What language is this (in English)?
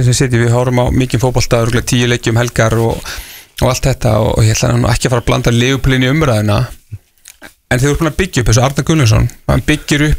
Icelandic